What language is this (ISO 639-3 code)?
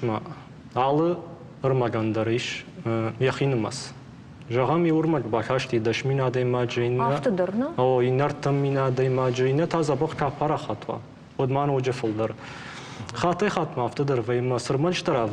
oss